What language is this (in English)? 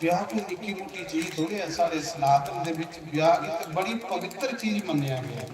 Dogri